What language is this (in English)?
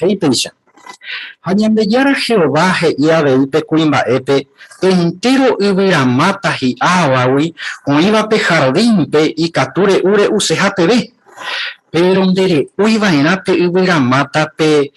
Guarani